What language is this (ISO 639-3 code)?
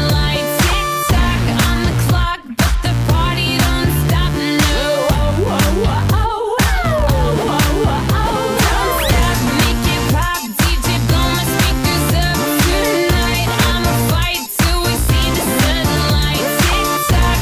eng